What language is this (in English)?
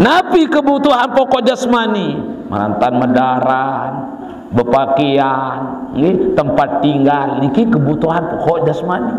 Sasak